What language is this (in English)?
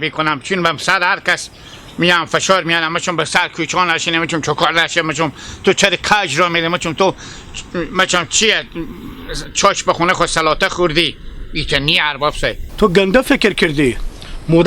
Hazaragi